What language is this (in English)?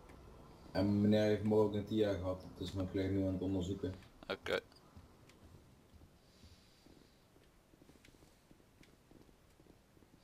Dutch